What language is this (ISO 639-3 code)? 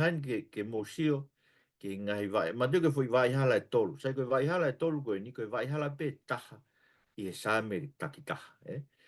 ton